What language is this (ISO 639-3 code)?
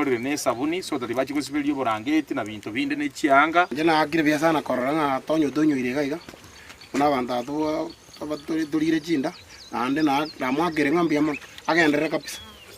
guz